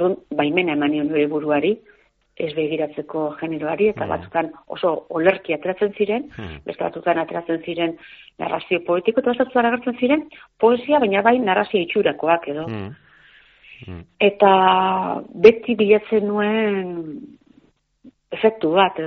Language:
Basque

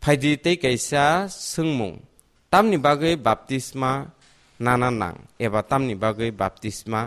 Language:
Kok Borok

